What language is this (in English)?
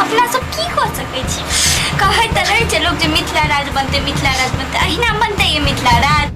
Maithili